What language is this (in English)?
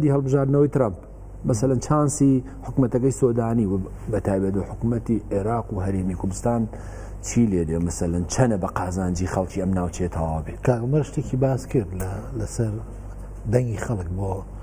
Central Kurdish